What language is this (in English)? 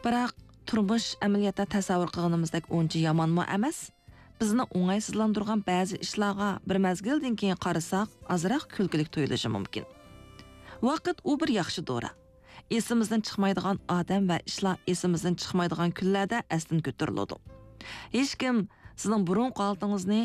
Uyghur